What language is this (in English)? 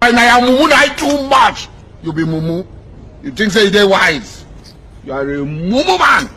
Nigerian Pidgin